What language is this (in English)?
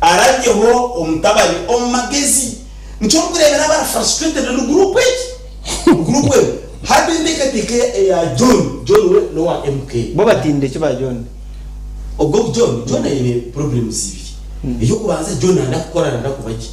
Nyankole